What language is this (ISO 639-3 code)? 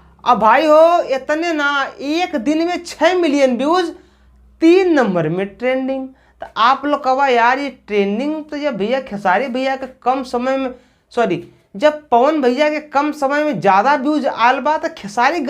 bho